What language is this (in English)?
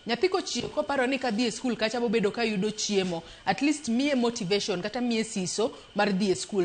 Luo (Kenya and Tanzania)